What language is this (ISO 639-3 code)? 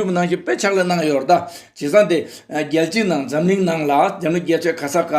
bod